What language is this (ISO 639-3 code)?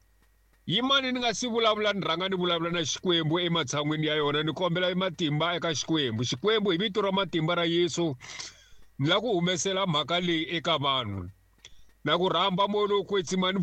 tso